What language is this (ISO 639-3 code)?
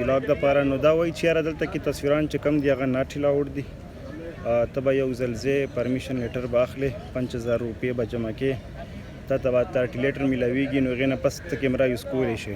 pus